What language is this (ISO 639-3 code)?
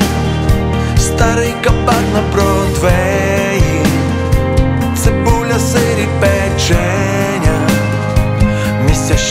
ukr